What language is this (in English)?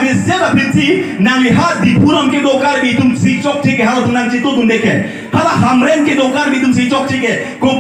Karbi